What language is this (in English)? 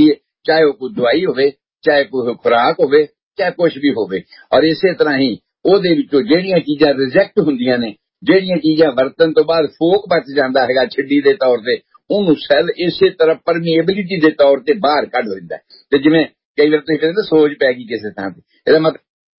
Punjabi